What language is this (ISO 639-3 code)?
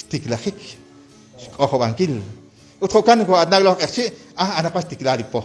kek